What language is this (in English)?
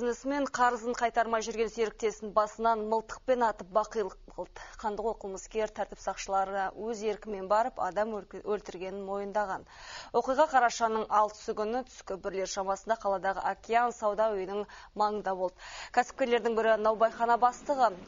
Kazakh